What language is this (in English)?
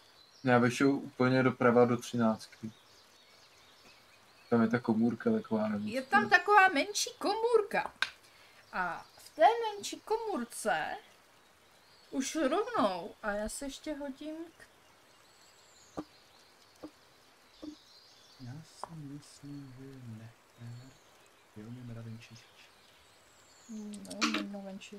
Czech